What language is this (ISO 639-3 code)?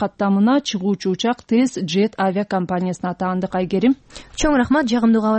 kir